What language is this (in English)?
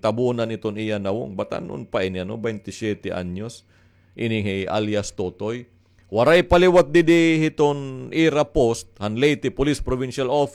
Waray